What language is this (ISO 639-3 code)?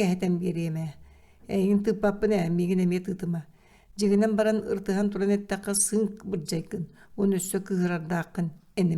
sah